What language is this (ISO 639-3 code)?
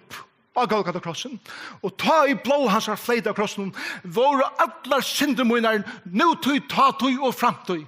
fao